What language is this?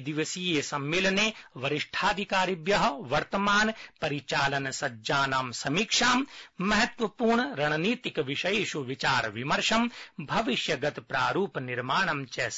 Sanskrit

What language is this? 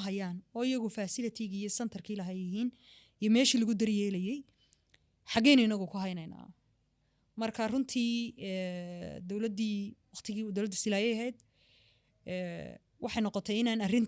Somali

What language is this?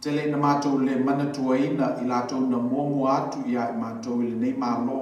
Samoan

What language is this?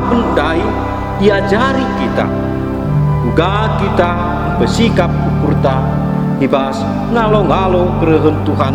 Batak Karo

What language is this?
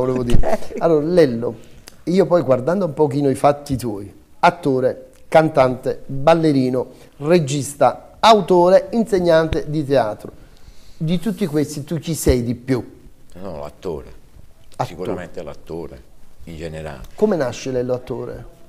Italian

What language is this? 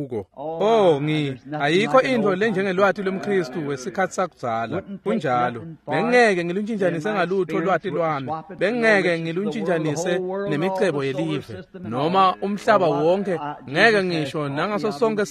Swati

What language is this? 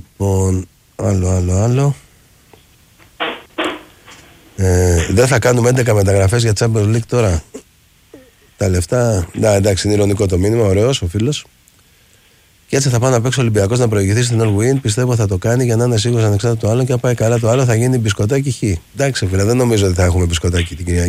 Greek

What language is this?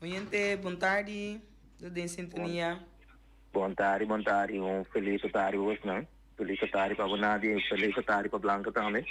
Papiamento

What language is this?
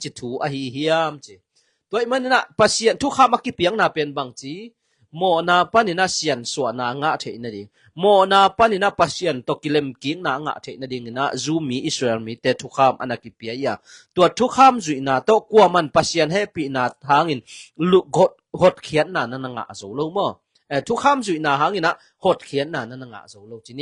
Tedim Chin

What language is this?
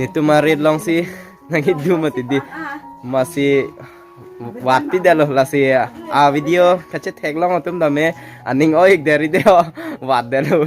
Karbi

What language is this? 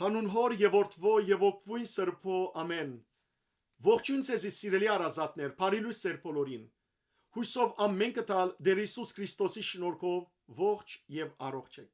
Western Armenian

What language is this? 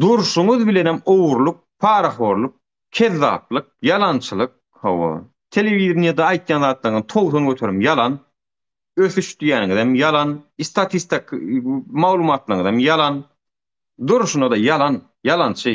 Turkmen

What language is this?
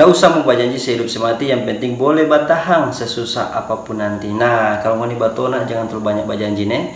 Manado Malay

